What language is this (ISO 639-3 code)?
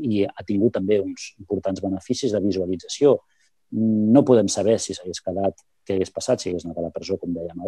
cat